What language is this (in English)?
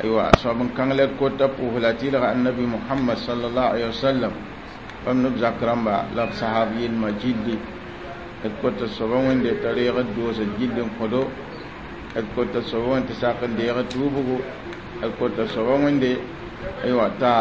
Mossi